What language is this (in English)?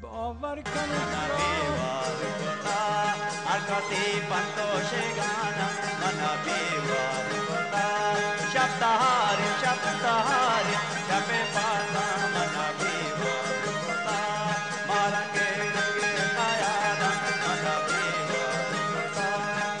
Baluchi